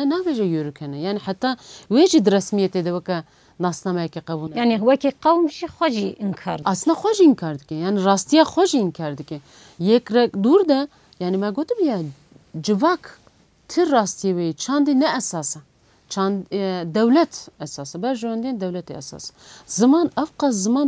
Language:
Kurdish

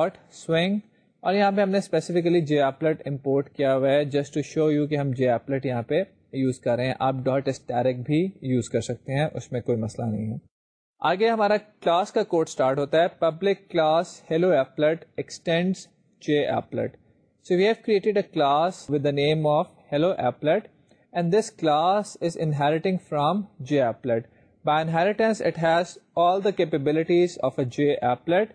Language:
Urdu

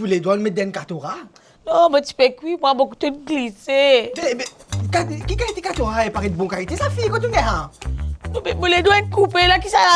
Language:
Morisyen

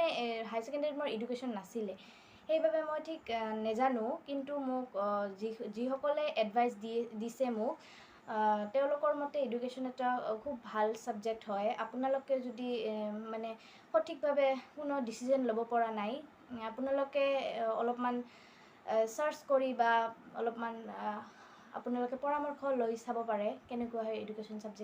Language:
Assamese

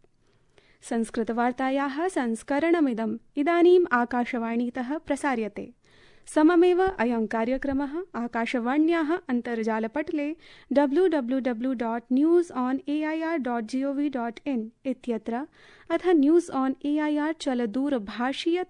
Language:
Sanskrit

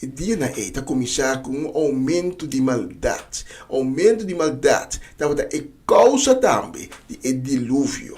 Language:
Papiamento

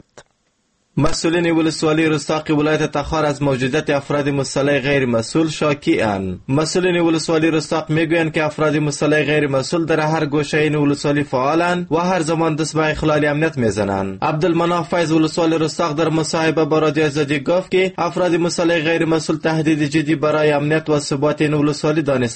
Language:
Persian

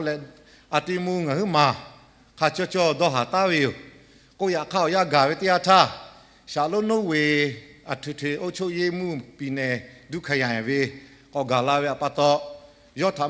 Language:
Lahu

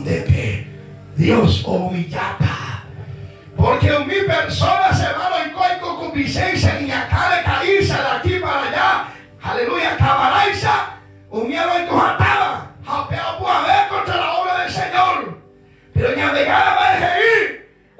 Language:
Guarani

